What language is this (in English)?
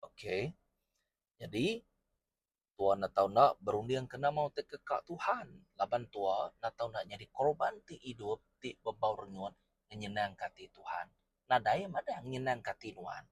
Iban